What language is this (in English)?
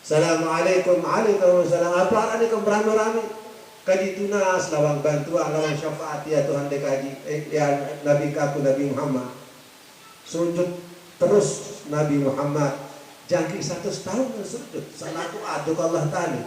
Sasak